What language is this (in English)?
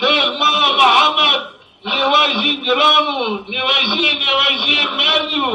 Zaza